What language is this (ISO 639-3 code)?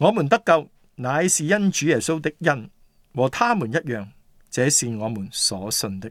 yue